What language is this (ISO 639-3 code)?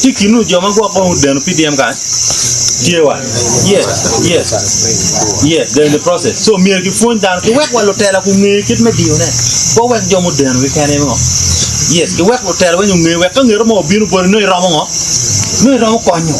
ach